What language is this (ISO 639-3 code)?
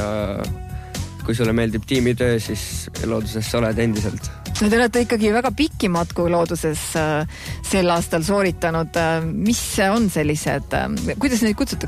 est